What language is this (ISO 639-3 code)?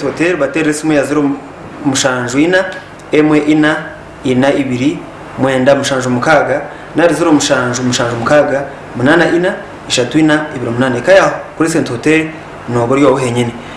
nyn